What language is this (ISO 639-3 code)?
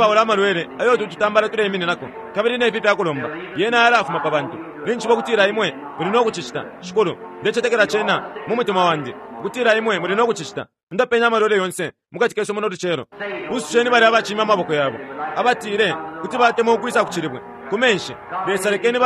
bem